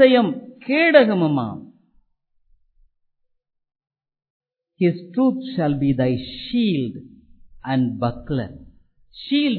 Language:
Tamil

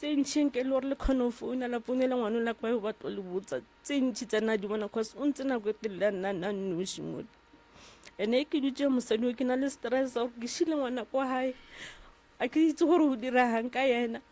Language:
Northern Sotho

